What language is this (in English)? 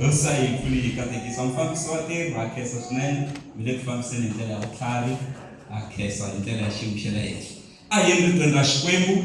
Tsonga